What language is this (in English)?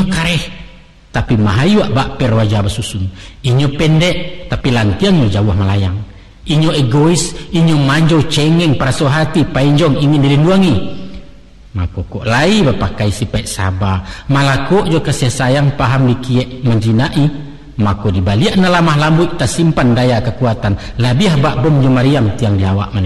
Minangkabau